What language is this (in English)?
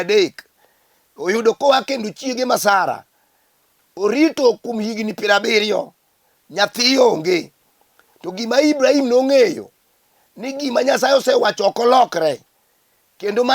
Luo (Kenya and Tanzania)